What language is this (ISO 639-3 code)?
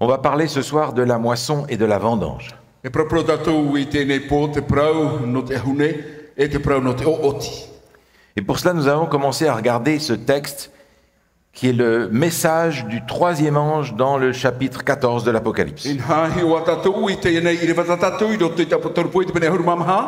tah